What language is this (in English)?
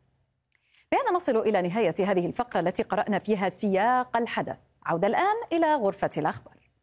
Arabic